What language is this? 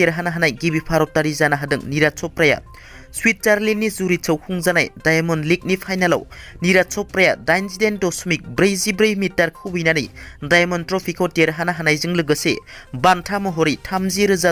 Bodo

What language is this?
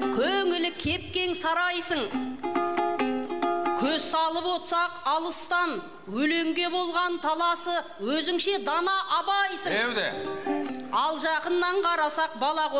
Kazakh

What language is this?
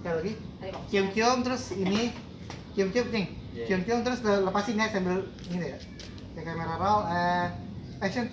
Betawi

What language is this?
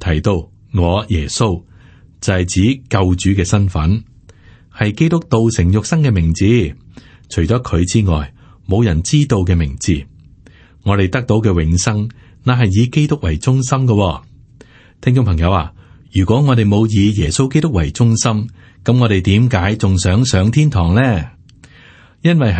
Cantonese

